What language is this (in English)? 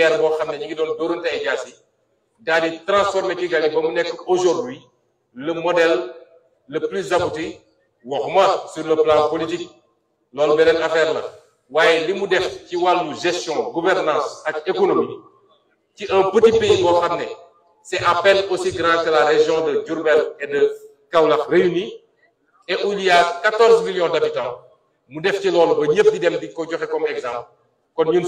Wolof